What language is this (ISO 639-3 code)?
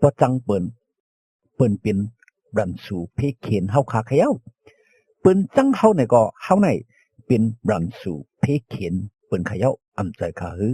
shn